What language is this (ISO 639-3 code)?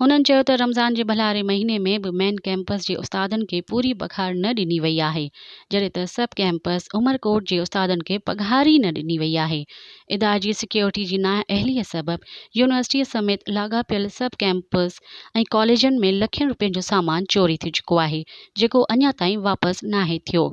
snd